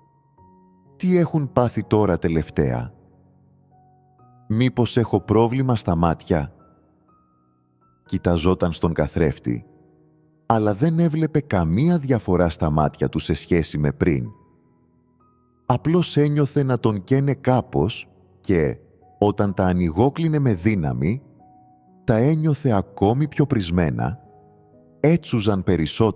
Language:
Greek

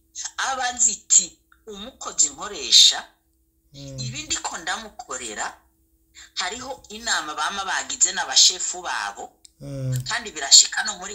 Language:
Rundi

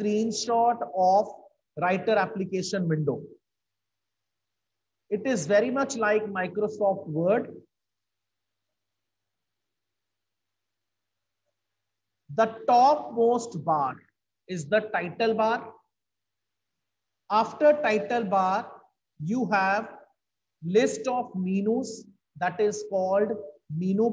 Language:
English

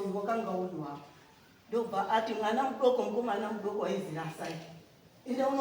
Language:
Shona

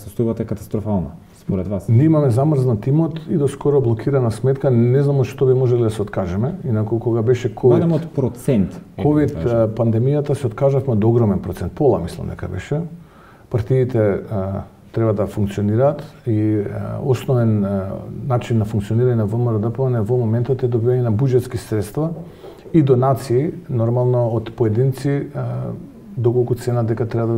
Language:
Macedonian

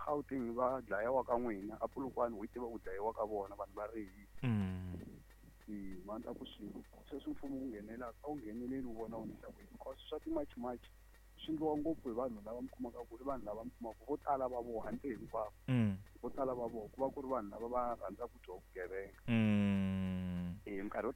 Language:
Tsonga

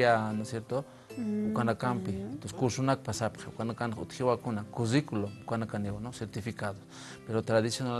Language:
Aymara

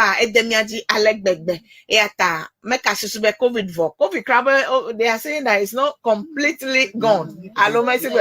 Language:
Ewe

